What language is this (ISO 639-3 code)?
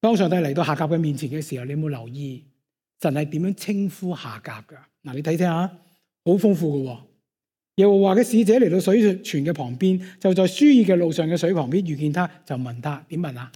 yue